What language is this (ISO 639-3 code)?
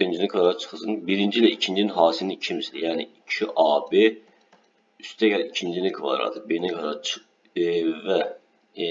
aze